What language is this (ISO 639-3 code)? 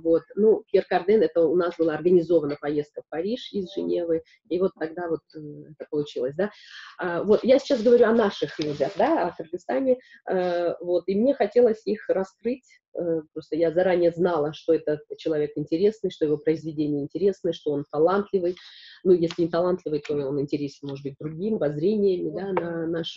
rus